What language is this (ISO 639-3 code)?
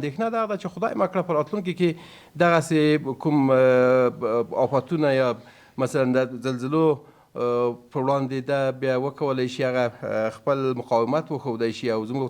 pus